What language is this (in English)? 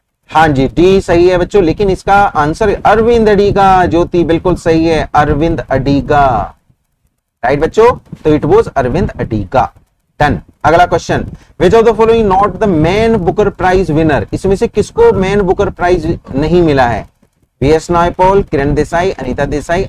Hindi